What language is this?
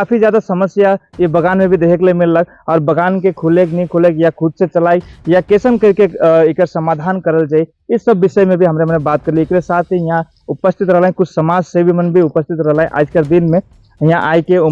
Sadri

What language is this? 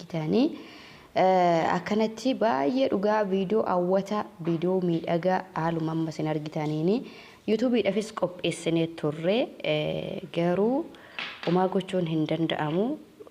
Oromo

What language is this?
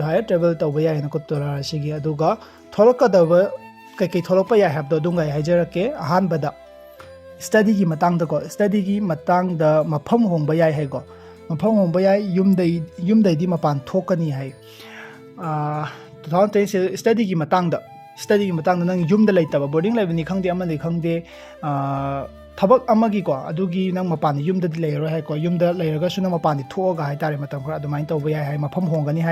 Manipuri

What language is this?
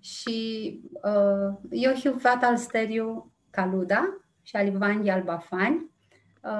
Aromanian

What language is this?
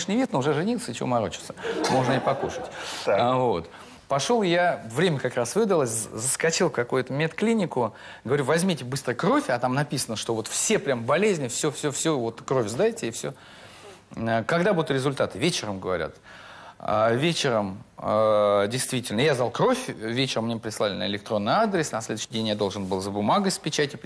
Russian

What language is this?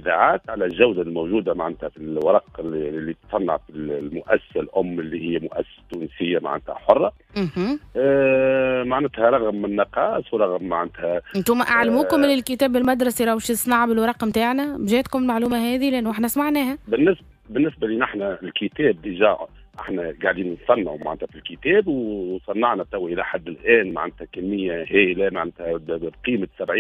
Tunisian Arabic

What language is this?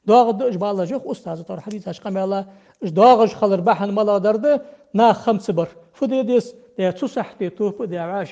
Ingush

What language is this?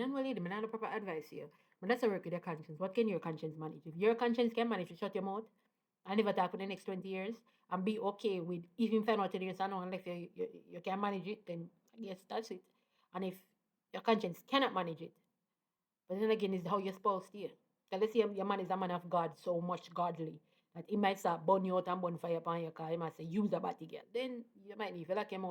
Jamaican Creole English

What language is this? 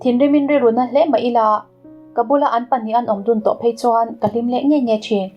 Mizo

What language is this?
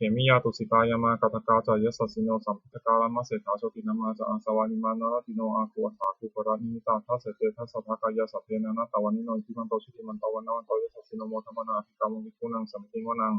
Pali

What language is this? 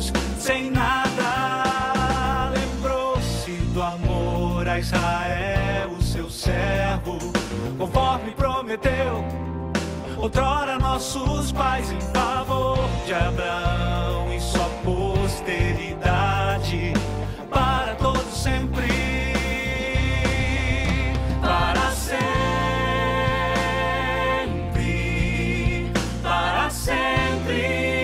Portuguese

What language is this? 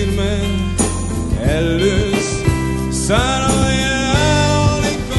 Finnish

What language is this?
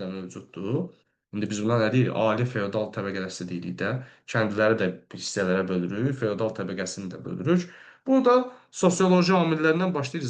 Azerbaijani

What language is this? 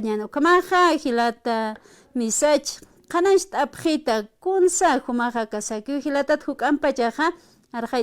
Aymara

